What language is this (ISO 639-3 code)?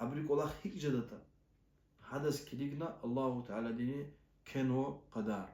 lez